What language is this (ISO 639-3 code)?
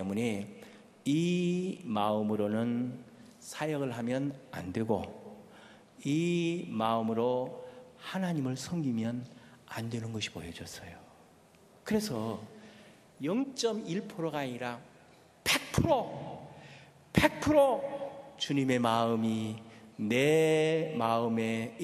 kor